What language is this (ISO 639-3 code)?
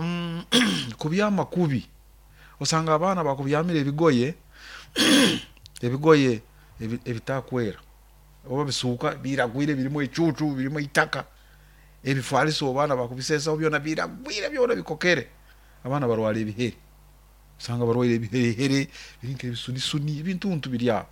nyo